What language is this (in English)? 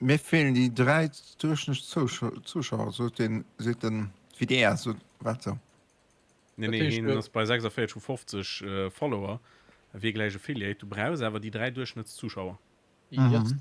Luxembourgish